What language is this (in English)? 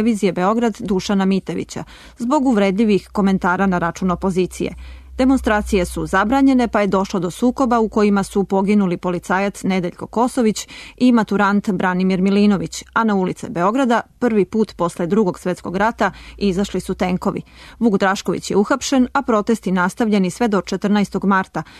Serbian